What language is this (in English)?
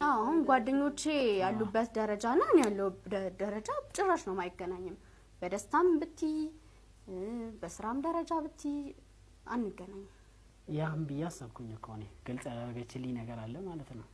Amharic